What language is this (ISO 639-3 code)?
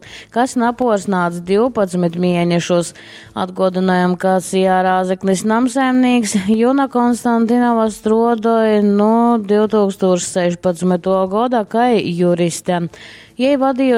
ltg